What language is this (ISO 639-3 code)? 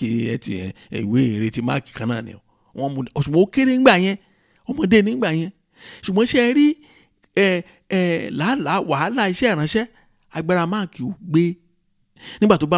yor